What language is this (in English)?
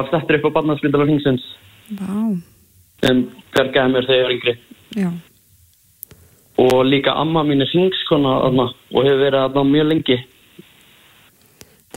Icelandic